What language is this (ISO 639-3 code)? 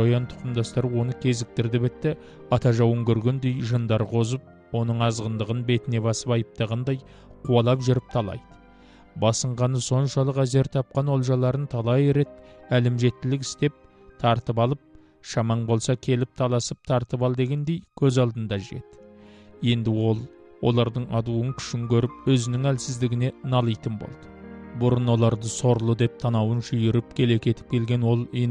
kaz